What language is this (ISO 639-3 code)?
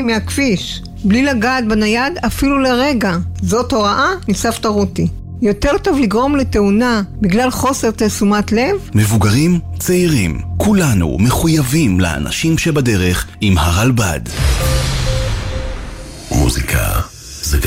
heb